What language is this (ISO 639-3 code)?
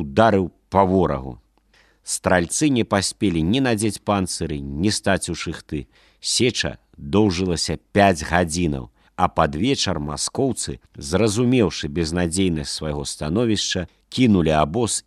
bel